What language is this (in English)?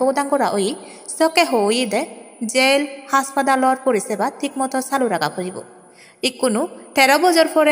Chakma